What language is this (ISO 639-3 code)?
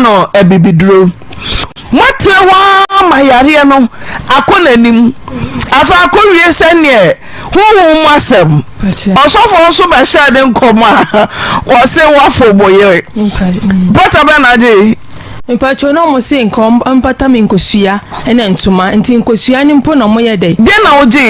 aka